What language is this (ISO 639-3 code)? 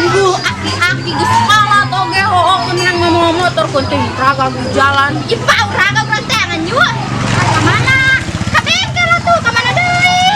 min